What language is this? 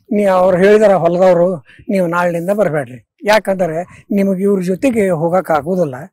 Kannada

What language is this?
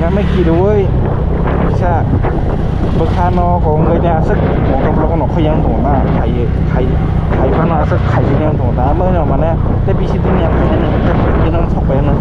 Kok Borok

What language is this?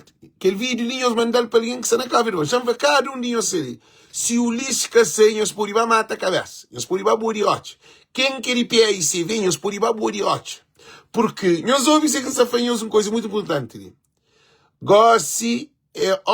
Kabuverdianu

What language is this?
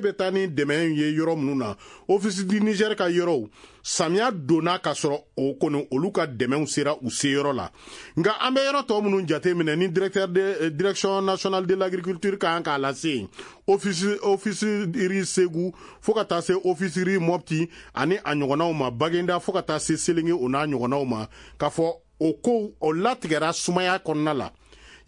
Bambara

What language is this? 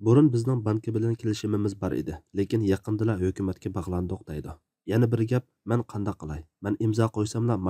Uyghur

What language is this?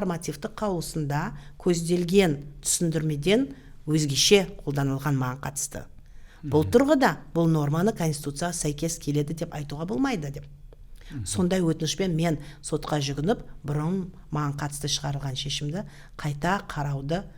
Kazakh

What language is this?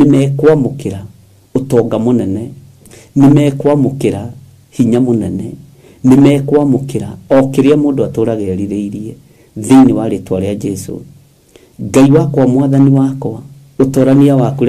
Kikuyu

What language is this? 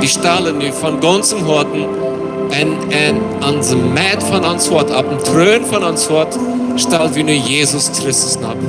Plautdietsch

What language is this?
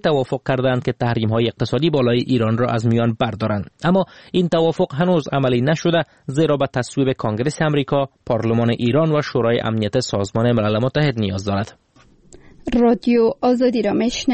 Persian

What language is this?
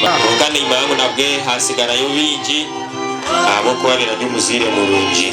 Nyankole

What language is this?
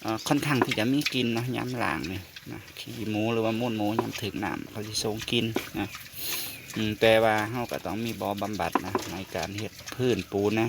Northeastern Thai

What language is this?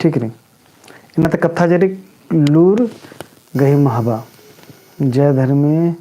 Kurukh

